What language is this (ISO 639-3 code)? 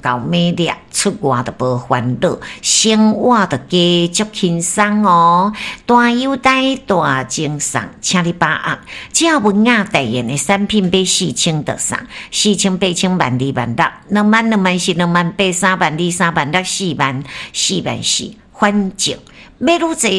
nan